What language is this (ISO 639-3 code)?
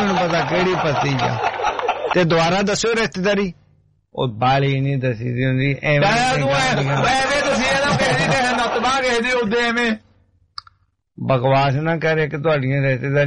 pan